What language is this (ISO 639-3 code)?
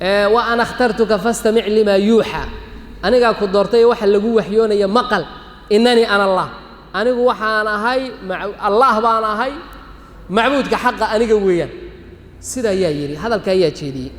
som